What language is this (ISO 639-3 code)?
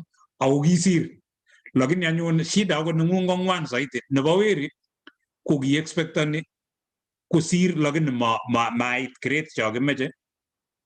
kln